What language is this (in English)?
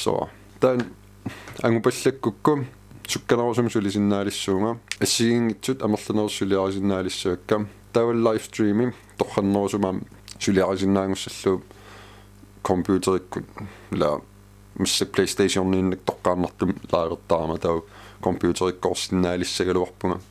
Kalaallisut